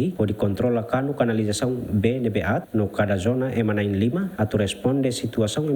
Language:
Tetum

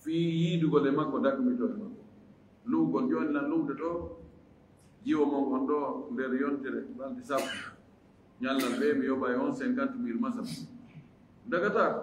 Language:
Fula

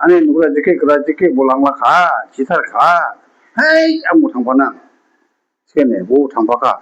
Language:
Dimasa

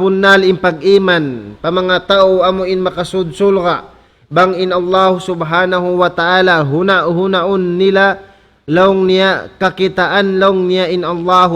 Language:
Tausug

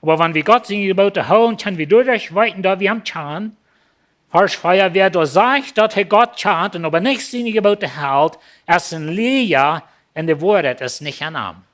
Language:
Plautdietsch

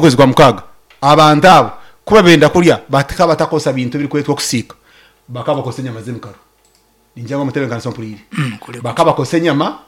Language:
Nyankole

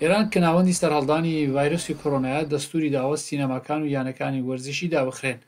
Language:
Central Kurdish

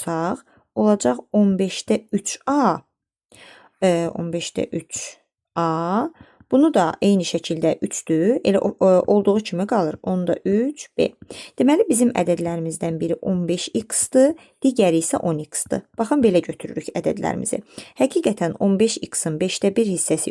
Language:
Azerbaijani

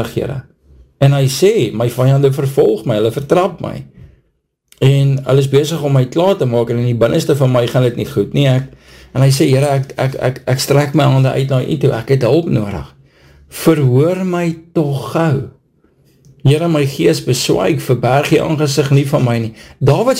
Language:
Afrikaans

